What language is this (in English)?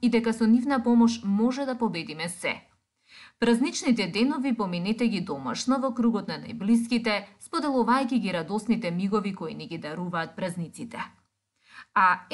Macedonian